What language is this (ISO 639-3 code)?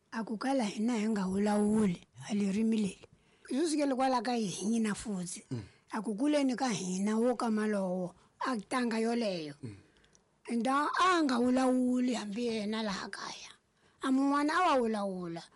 tso